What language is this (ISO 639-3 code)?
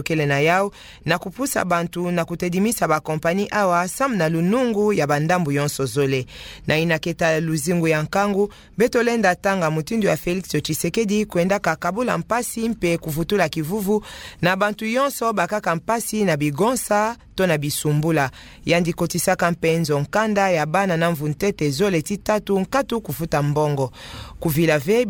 ktu